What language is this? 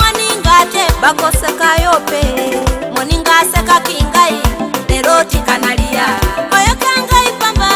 Swahili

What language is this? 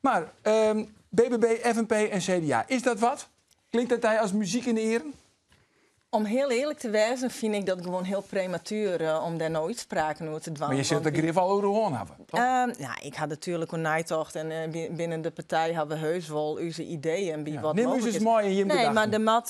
Western Frisian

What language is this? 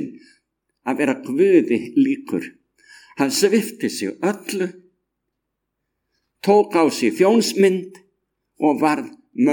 Icelandic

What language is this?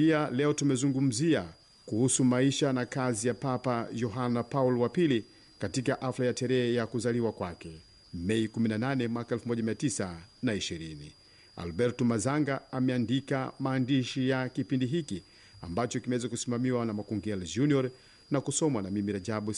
Swahili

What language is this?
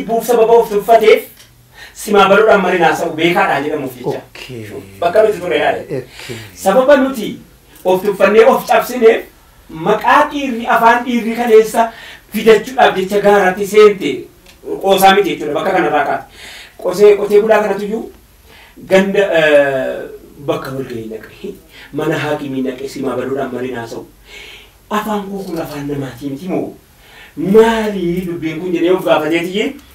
Oromo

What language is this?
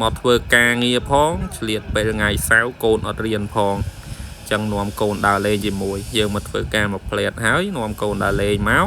Khmer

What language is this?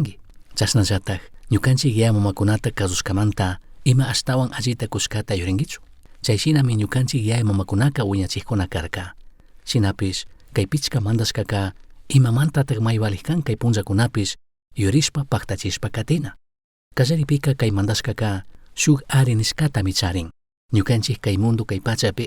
Chimborazo Highland Quichua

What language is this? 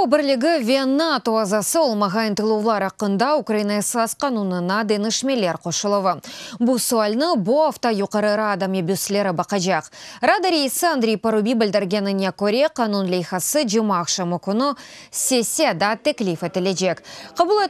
Crimean Tatar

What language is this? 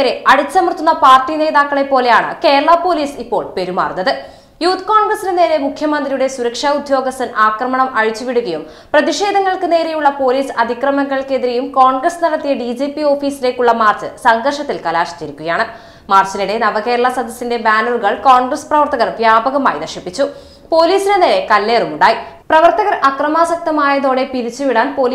Malayalam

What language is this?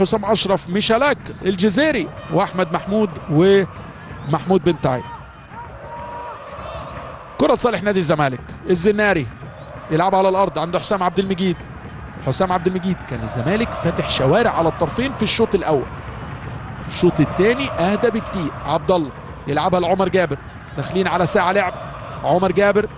Egyptian Arabic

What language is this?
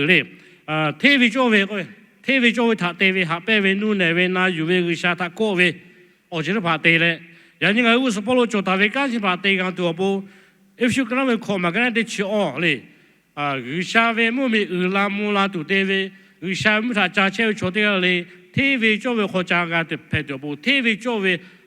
Lahu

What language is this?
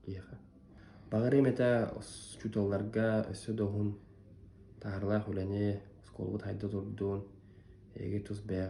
Yakut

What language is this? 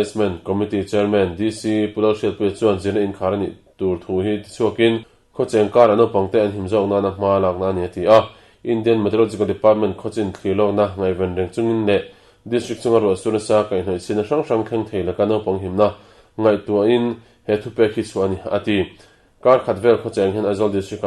Mizo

